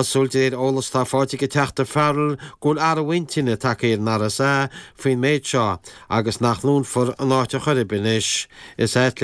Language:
Irish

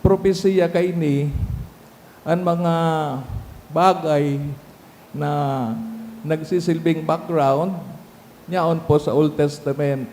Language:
Bikol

